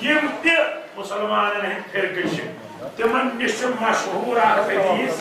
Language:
Kashmiri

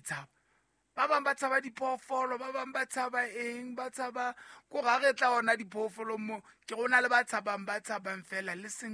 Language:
Southern Sotho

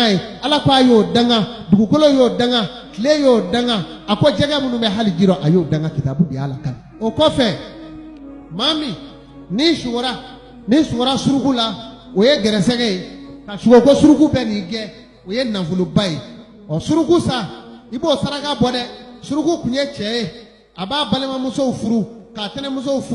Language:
Bambara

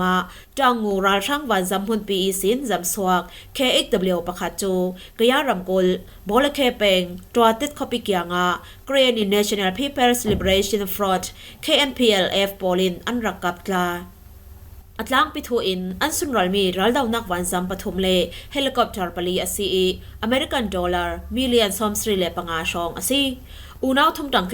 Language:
Falam Chin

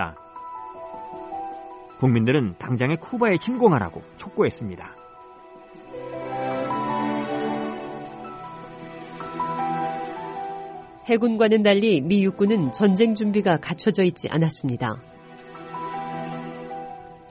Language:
Korean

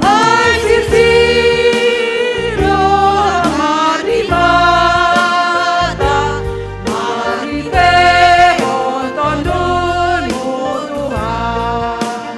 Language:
Batak Simalungun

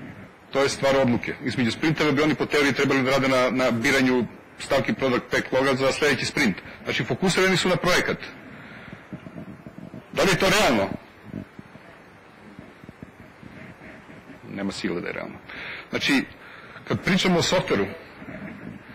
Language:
Serbian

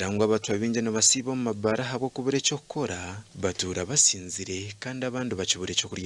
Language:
Nyankole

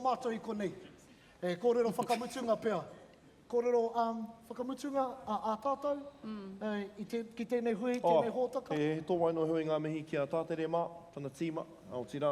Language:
Māori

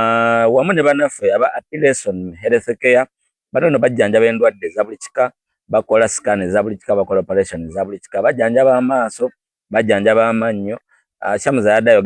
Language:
Ganda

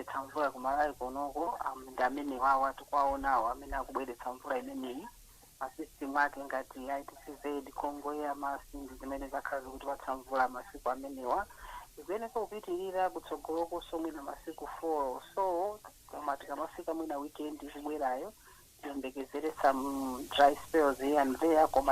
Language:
Nyanja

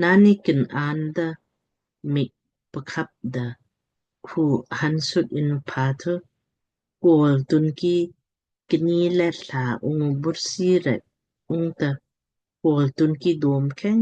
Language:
Lamkang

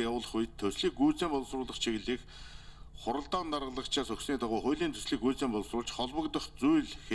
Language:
Mongolian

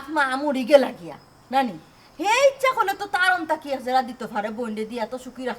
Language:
Sylheti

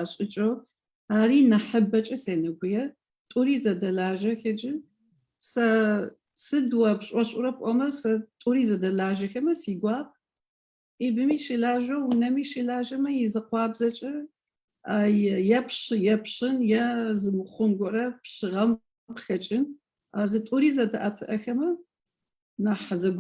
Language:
Adyghe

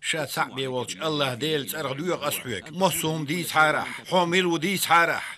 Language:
Chechen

